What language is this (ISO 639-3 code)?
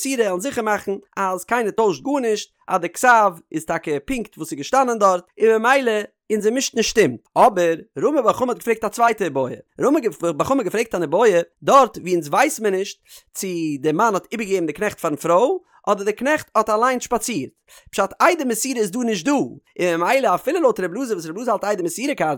yid